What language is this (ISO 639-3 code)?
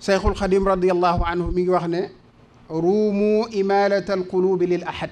wol